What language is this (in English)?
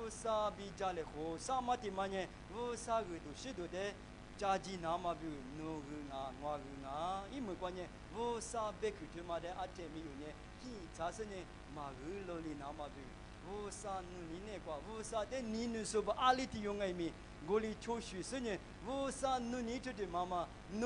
Lisu